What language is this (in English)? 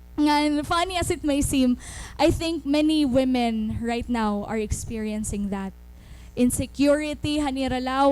Waray